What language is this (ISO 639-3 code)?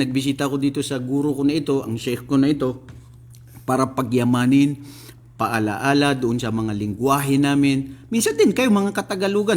mrw